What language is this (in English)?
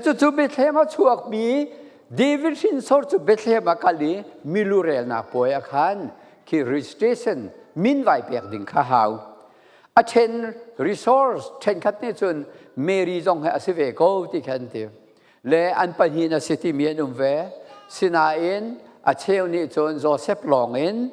Falam Chin